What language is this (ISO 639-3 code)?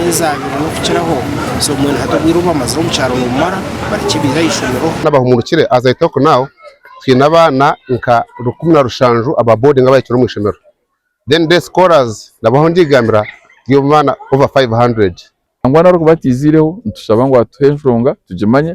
nyn